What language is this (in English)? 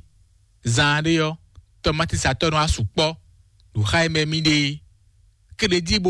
Fon